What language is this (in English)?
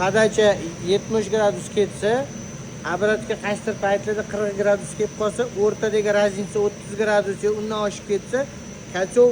Uzbek